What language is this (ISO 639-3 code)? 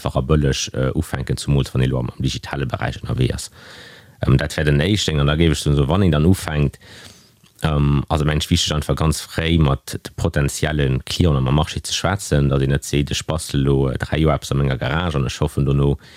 ltz